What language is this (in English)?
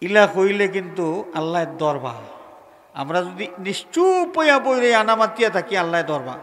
Sylheti